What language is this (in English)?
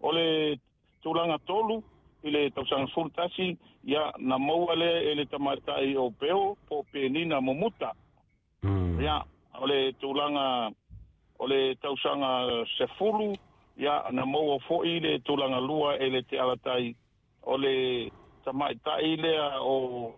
Samoan